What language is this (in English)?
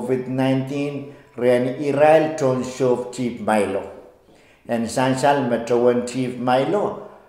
Pohnpeian